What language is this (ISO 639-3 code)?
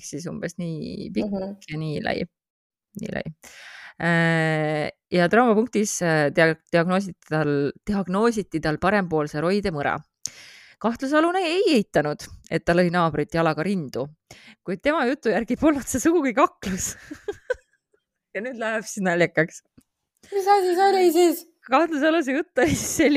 est